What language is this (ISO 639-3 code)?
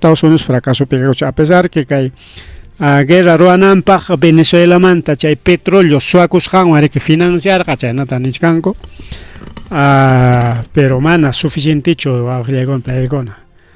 quy